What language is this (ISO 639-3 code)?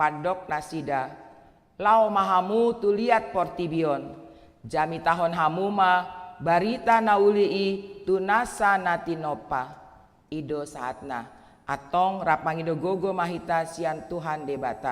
bbc